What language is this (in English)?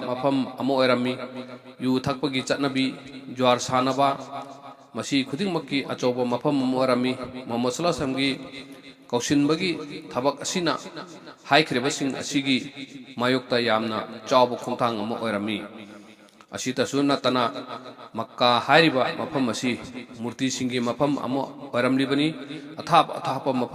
Manipuri